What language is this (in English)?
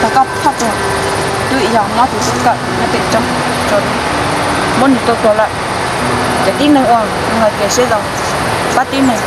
Hmong